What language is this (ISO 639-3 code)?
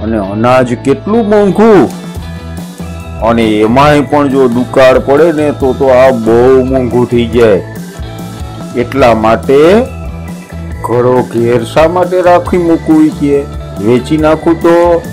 guj